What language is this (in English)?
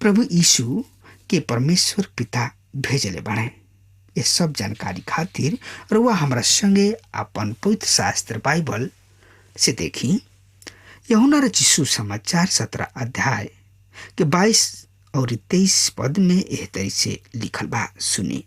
Bhojpuri